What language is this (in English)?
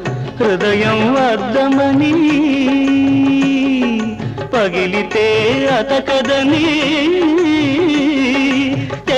Telugu